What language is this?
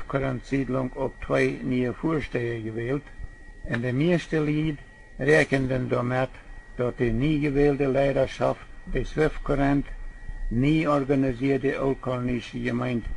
Plautdietsch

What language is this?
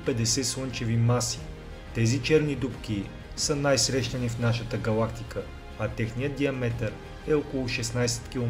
Bulgarian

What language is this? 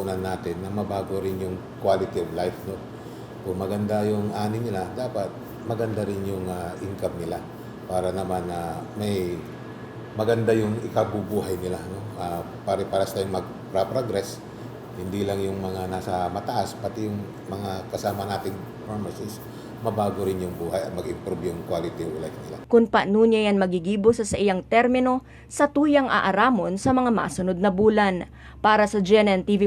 Bikol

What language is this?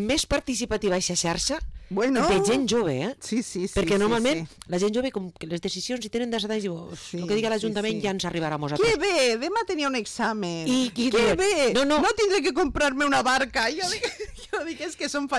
Catalan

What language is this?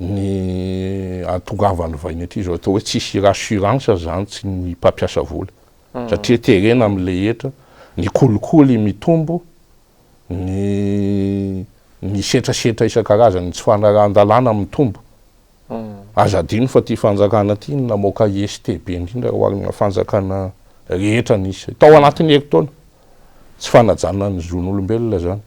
Malagasy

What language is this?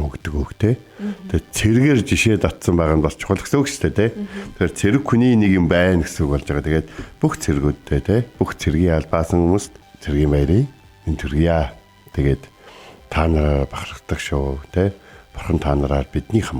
Mongolian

